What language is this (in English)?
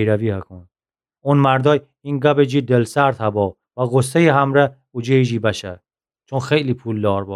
Gilaki